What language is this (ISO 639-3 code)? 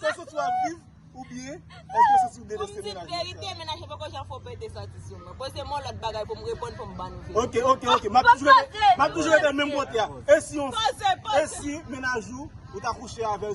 hat